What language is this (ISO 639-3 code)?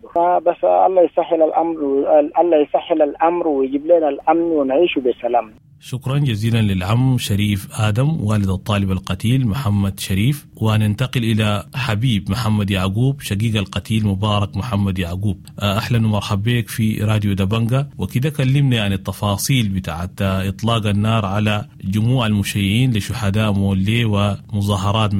apd